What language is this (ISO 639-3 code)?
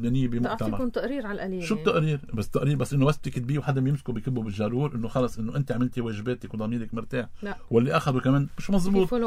apc